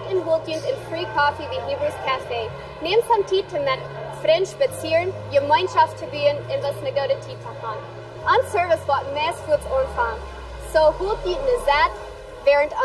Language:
Plautdietsch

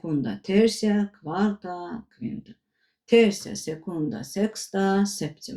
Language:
Azerbaijani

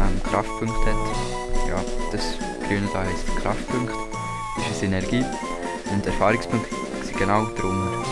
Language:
Swiss German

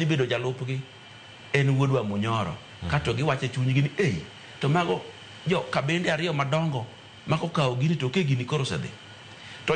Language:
Luo (Kenya and Tanzania)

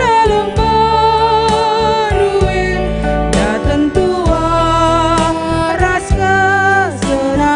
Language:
Batak Karo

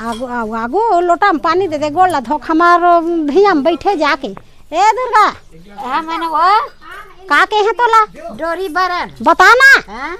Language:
Chhattisgarhi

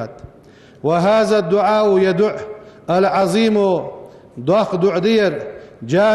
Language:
Ingush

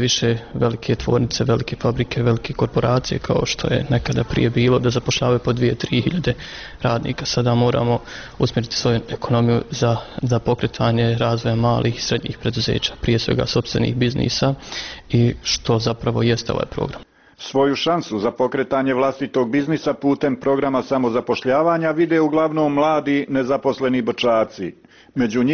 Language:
Bosnian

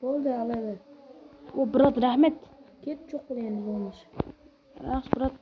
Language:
Kara-Kalpak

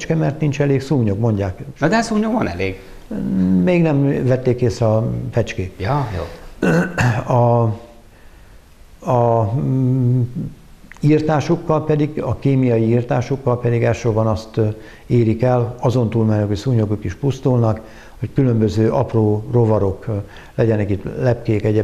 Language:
Hungarian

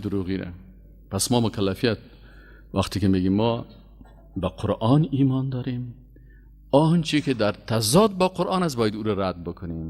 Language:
Persian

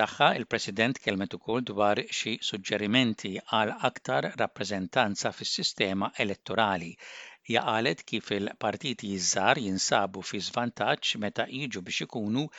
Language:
Maltese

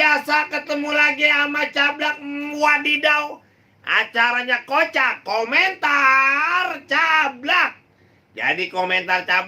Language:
Betawi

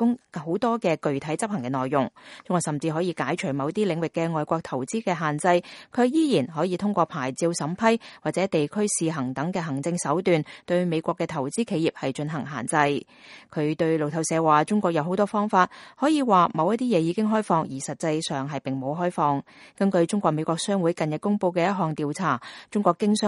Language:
Cantonese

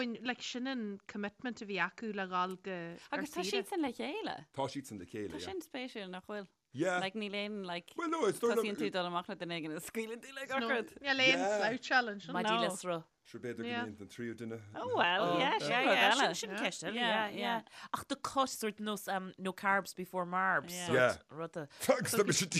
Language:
Irish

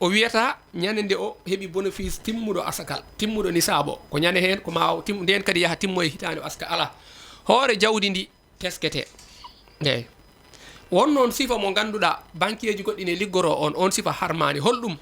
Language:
Fula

